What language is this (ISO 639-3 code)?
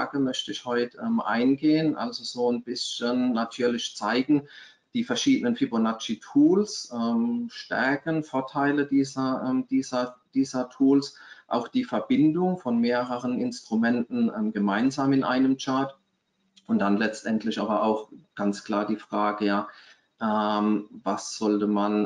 deu